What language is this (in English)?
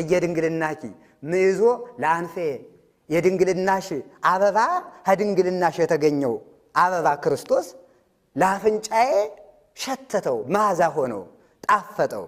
Amharic